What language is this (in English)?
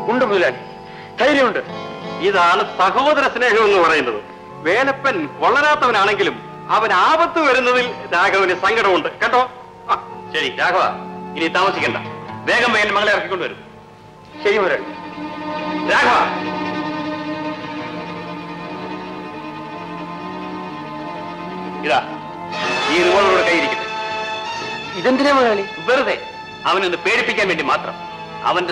Malayalam